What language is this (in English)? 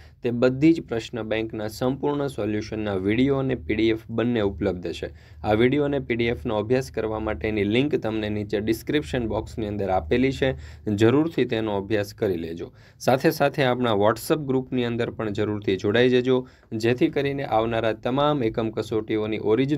Gujarati